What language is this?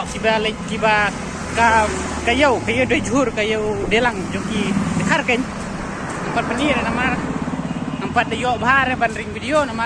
Khasi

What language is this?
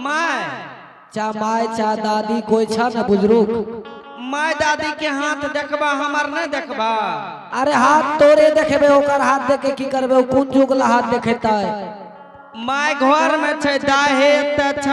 Angika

